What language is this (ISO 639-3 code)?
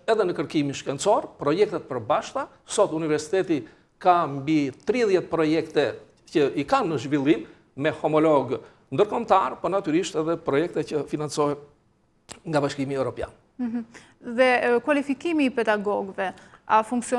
sqi